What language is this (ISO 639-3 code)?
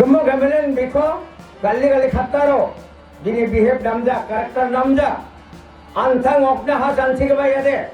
grt